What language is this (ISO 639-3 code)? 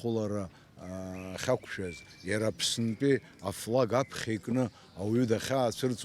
abk